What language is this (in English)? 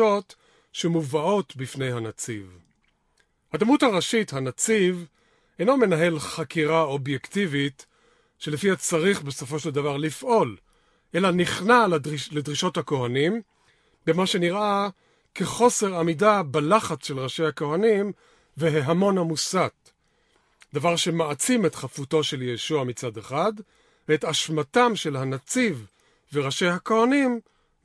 Hebrew